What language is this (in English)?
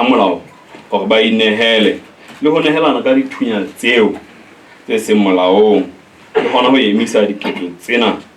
Southern Sotho